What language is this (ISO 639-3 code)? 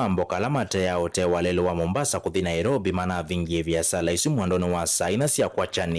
kam